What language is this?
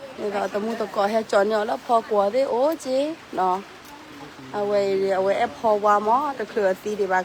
S'gaw Karen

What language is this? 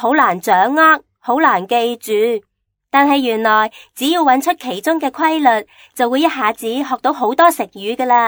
Cantonese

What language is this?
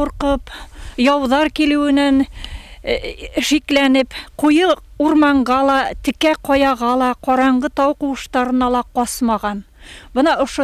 Bashkir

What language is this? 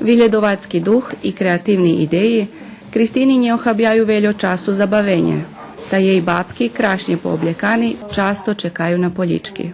Rusyn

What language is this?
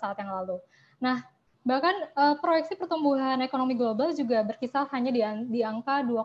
Indonesian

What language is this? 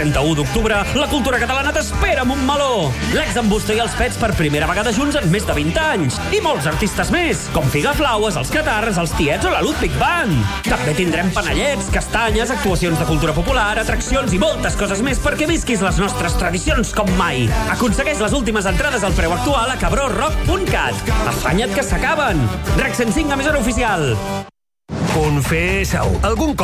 Catalan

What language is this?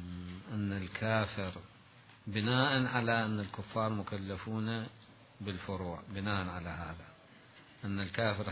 Mesopotamian Arabic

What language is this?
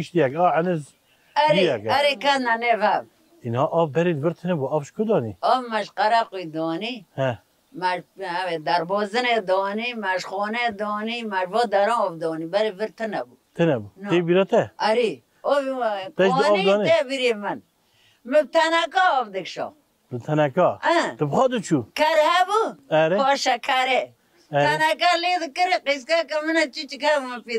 Kurdish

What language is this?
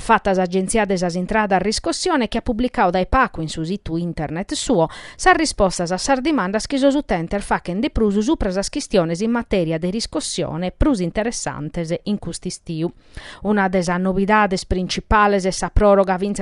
Sardinian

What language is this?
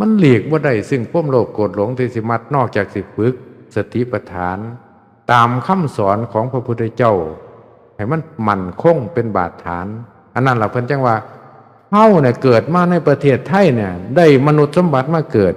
Northeastern Thai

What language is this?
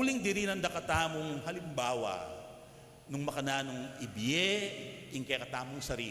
Pampanga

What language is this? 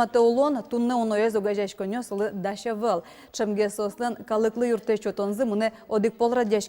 Udmurt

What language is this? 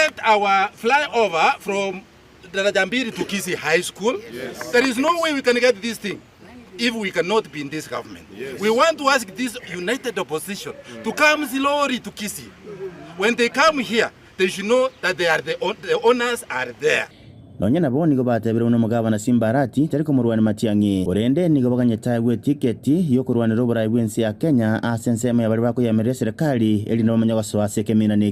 Gusii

